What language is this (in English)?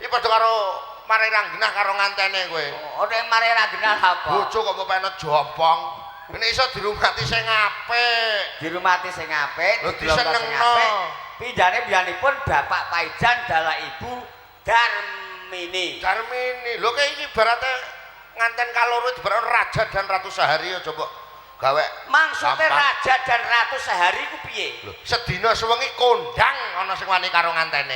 Javanese